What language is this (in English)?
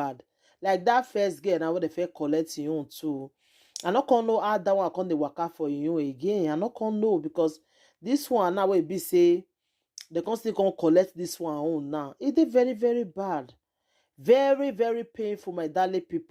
Nigerian Pidgin